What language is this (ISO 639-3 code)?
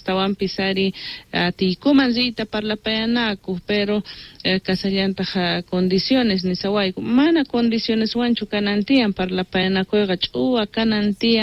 que